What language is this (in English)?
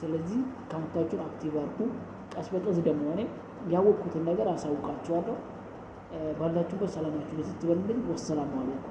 Amharic